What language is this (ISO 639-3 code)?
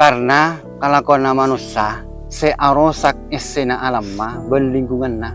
mad